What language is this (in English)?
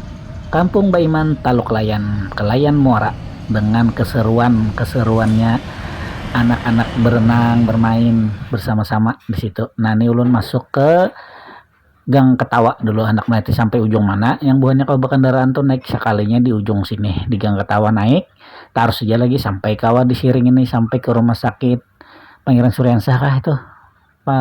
Banjar